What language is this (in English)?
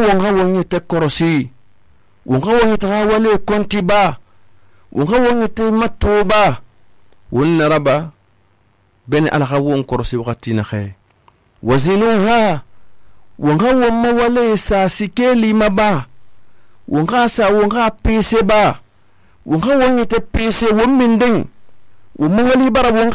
Susu